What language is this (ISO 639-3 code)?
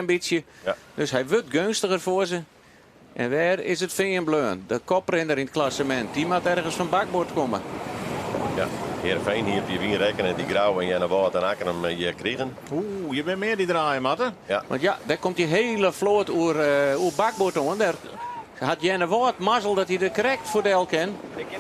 fry